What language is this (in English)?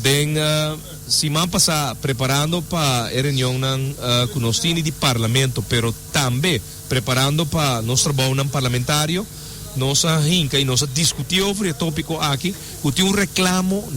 Papiamento